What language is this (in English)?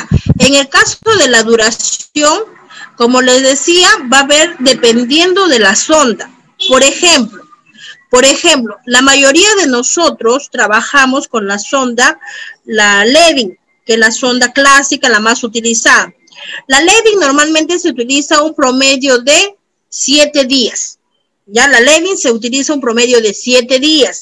Spanish